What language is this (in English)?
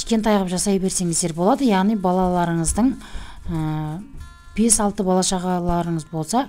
Kazakh